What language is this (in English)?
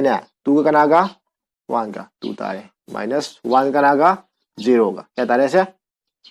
Manipuri